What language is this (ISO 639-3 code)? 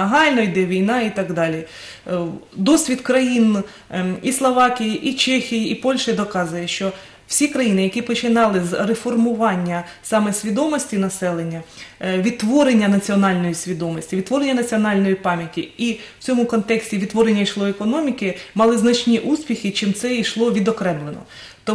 ukr